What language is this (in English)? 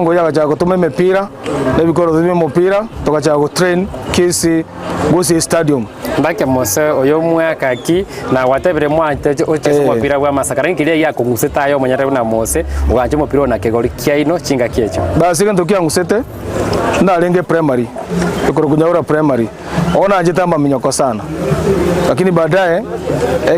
Gusii